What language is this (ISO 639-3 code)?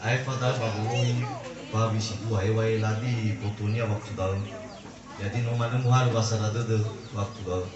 nia